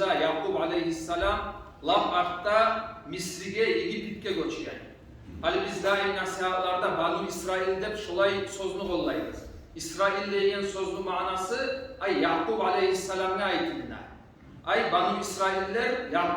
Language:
Kumyk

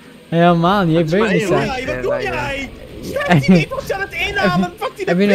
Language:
Dutch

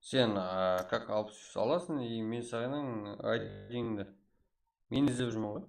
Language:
Kara-Kalpak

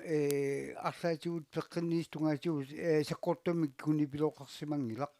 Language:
Kalaallisut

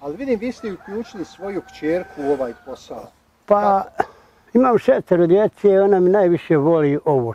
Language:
Bosnian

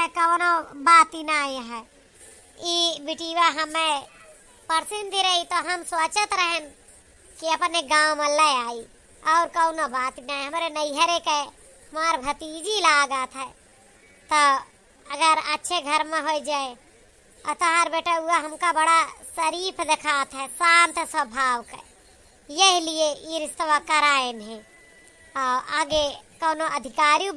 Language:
Awadhi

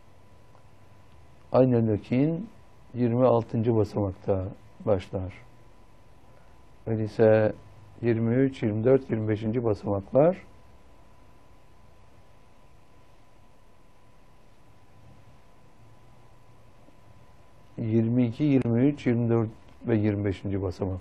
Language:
Turkish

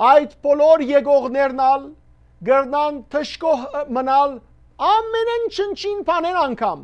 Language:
Western Armenian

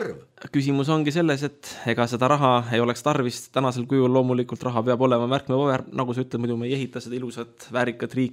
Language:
Estonian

